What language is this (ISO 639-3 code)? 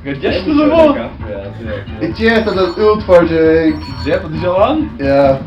fao